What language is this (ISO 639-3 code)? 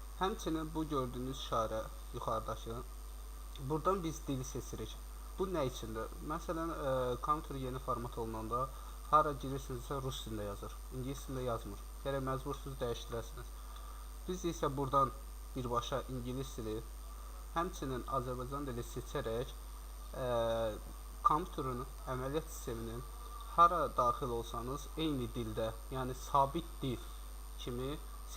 aze